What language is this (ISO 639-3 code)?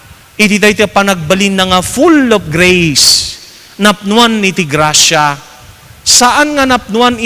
ilo